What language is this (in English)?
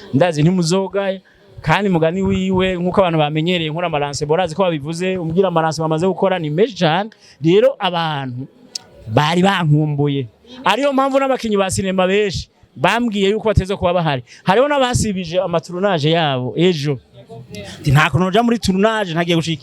Rundi